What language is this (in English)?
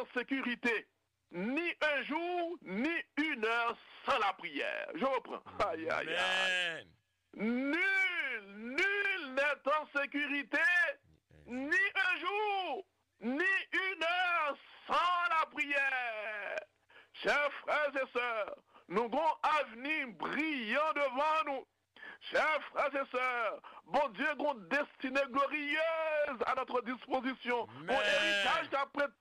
Haitian Creole